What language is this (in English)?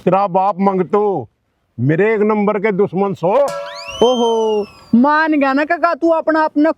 Haryanvi